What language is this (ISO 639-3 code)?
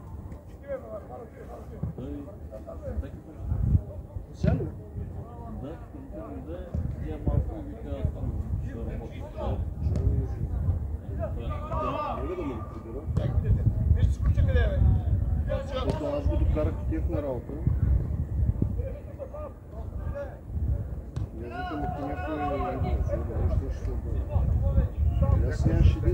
bul